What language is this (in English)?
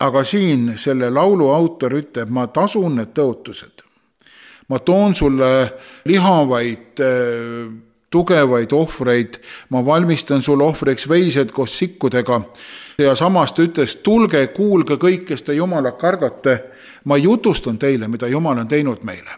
Estonian